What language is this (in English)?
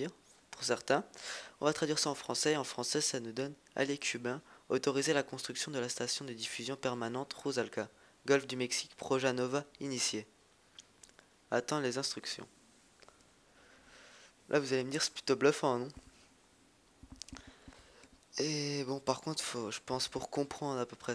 French